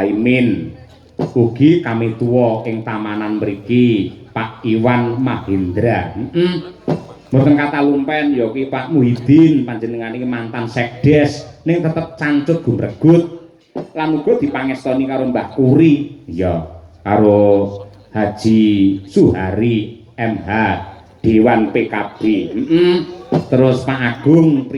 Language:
Javanese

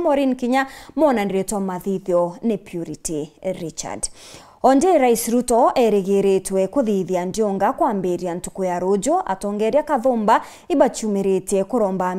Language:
Meru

